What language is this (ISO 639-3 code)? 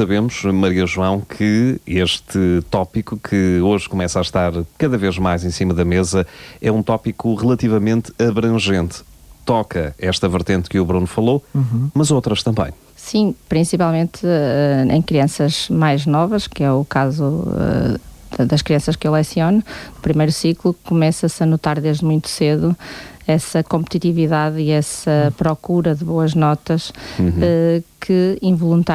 por